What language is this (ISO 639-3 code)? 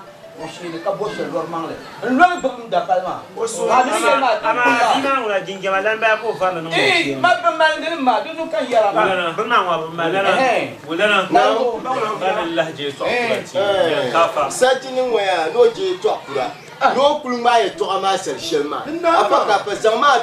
dag